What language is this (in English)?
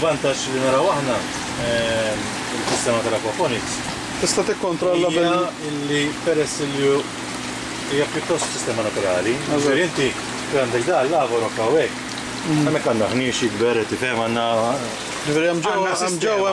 Maltese